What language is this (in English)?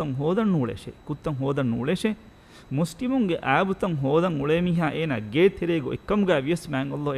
Divehi